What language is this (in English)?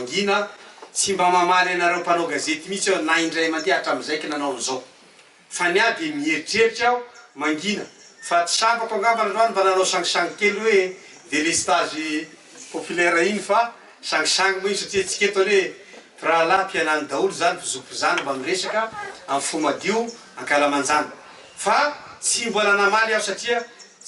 Malagasy